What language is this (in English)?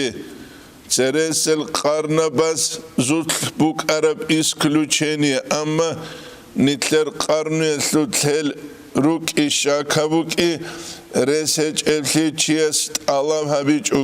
Avaric